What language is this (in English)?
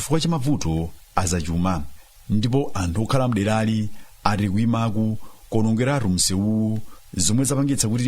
Nyanja